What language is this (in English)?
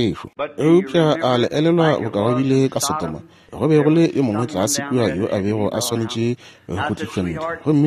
Northern Sotho